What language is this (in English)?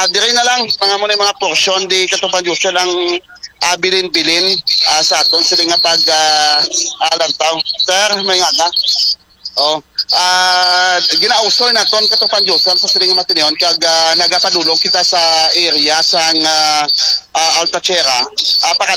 Hiligaynon